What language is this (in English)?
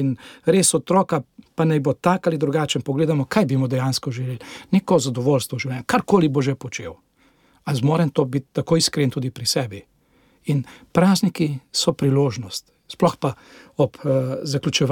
Slovenian